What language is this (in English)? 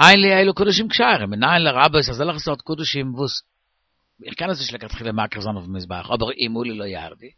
Yiddish